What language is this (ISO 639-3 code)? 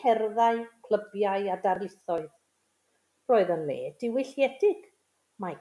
cym